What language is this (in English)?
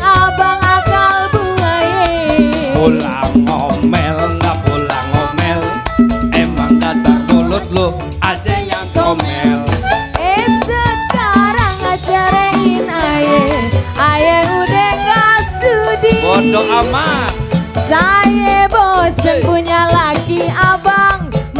Betawi